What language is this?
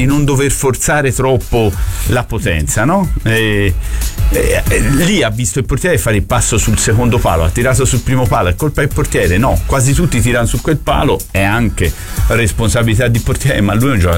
Italian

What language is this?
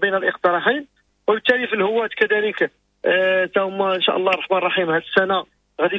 Moroccan Arabic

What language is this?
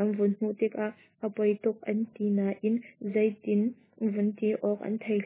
Hakha Chin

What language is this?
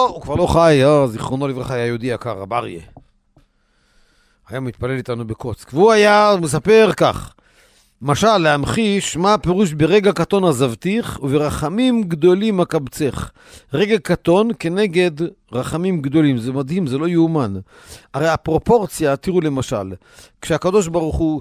Hebrew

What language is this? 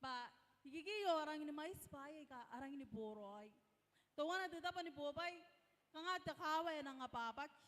Gilbertese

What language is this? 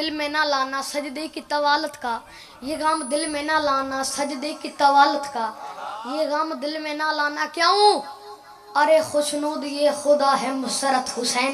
Urdu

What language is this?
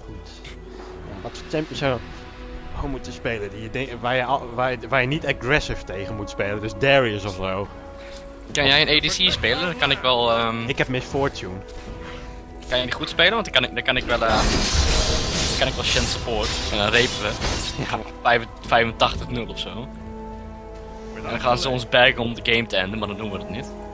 Dutch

